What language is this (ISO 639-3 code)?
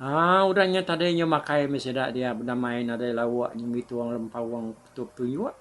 iba